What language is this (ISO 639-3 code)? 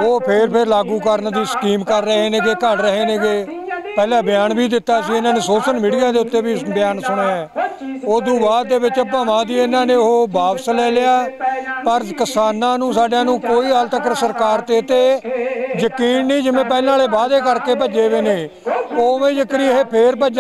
pan